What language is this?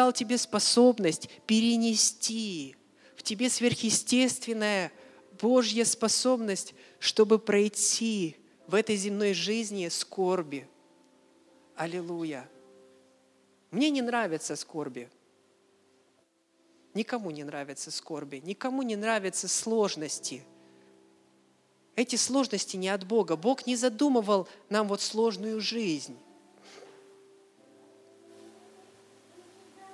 Russian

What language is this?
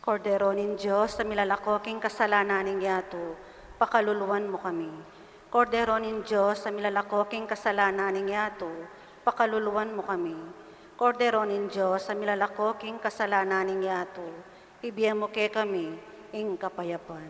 Pampanga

